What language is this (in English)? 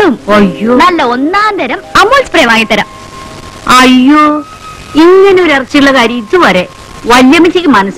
Malayalam